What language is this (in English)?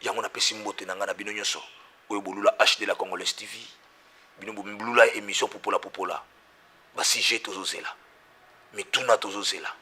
Lingala